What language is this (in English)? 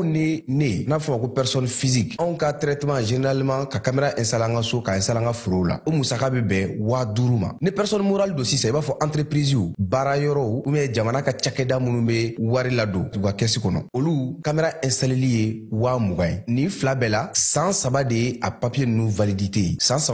Bambara